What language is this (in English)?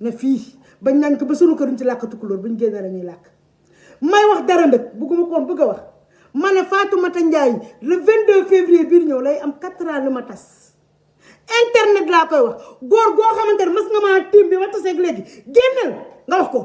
Wolof